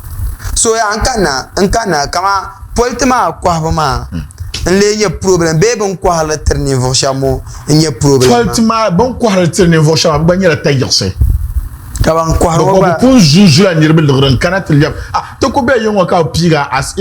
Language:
Dagbani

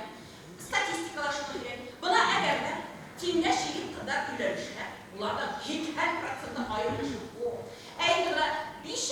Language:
Bashkir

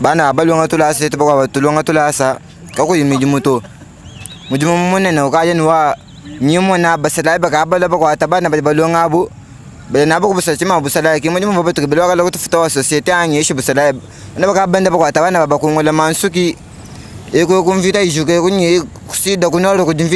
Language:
Luba-Lulua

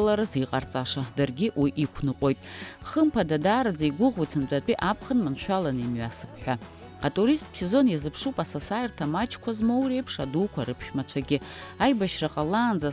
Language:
Abkhazian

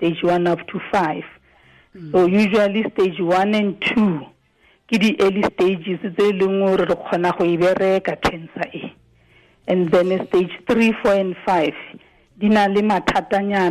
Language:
Tswana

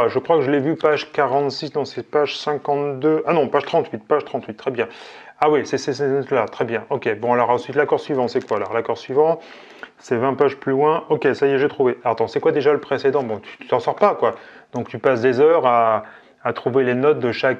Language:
French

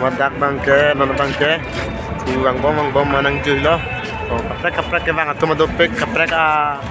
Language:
Karbi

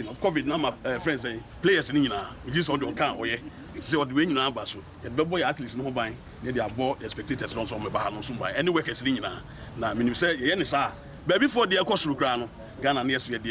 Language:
Akan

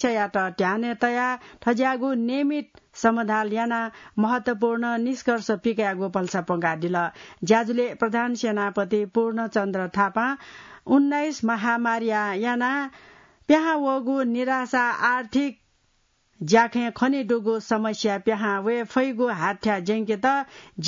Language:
Newari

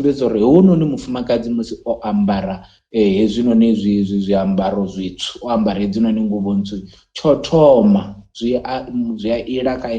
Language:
Venda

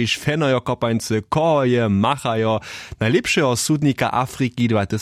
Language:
Upper Sorbian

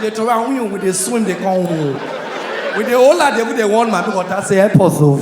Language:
Nigerian Pidgin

